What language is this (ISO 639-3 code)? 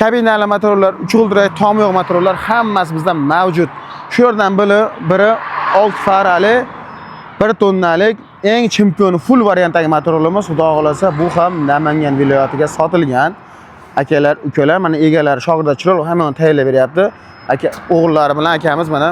uzb